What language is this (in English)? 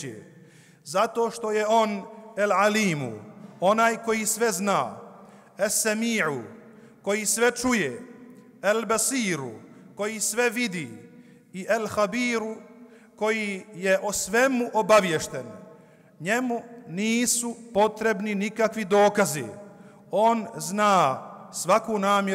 Bosnian